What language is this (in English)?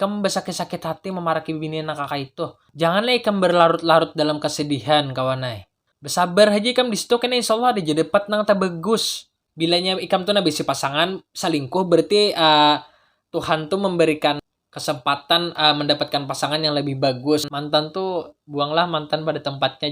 Banjar